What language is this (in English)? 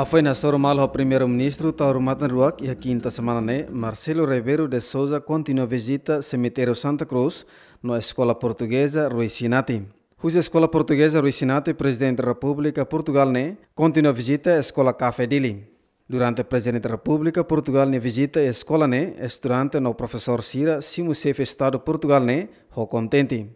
Tetum